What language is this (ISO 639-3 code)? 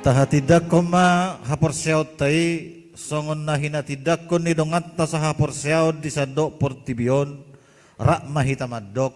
bbc